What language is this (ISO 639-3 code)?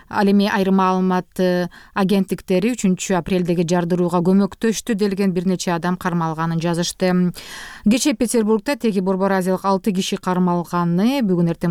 kir